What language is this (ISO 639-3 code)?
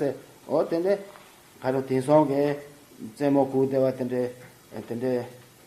bod